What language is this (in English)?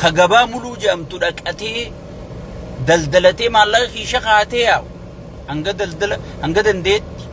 Oromo